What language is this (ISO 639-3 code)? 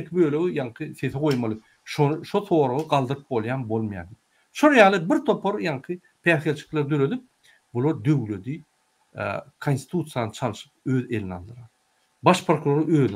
tuk